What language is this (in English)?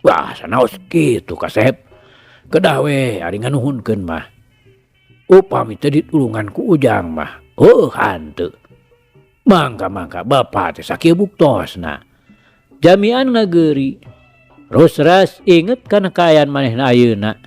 Sundanese